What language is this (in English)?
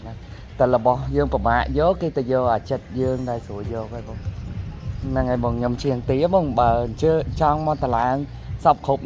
Khmer